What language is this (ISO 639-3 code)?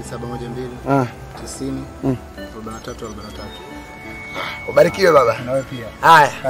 swa